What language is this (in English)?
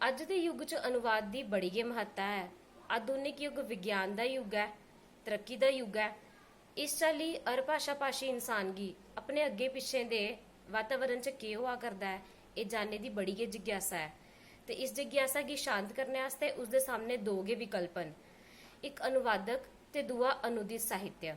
Dogri